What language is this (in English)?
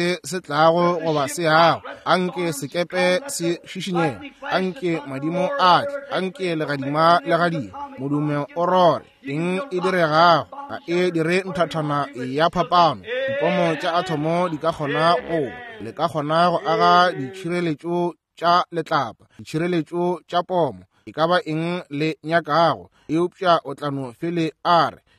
Northern Sotho